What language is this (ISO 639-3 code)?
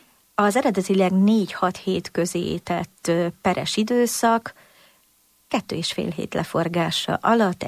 hun